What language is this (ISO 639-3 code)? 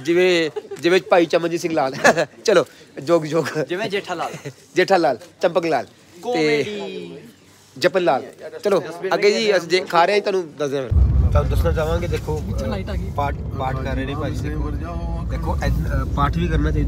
pan